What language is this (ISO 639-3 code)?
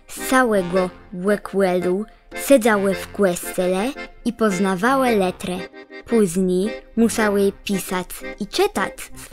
csb